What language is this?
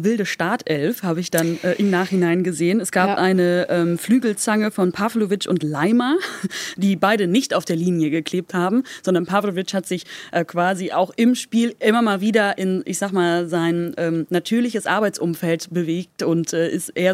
German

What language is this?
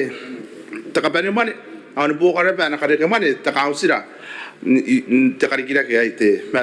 Gilbertese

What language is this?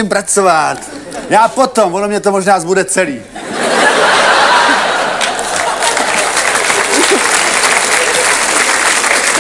Czech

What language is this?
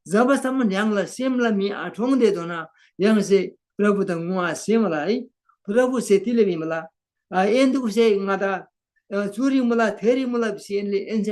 Eastern Tamang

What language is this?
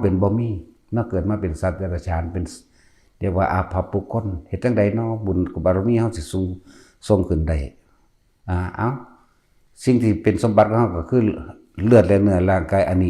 Northeastern Thai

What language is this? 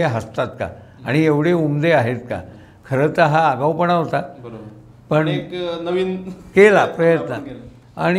Marathi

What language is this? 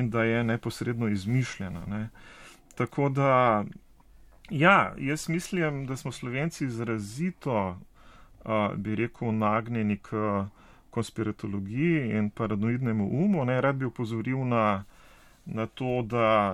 Slovenian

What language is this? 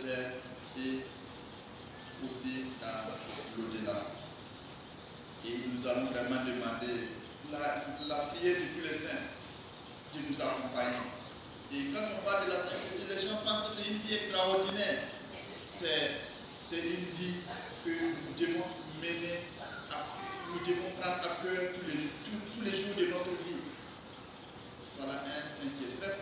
French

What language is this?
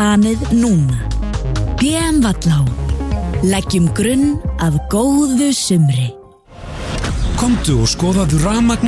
Icelandic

